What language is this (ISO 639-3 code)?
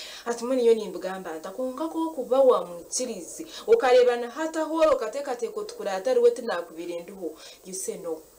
nyn